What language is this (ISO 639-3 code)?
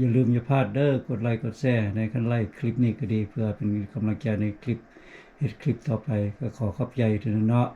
lao